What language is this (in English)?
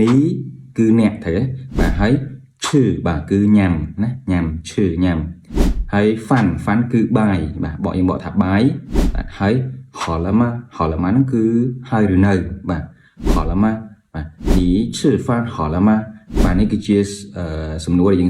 Khmer